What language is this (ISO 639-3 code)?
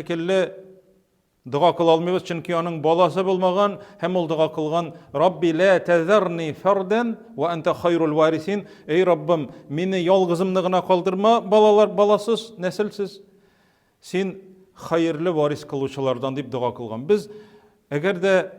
tat